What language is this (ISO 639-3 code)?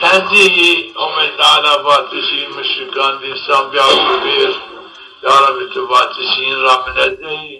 zza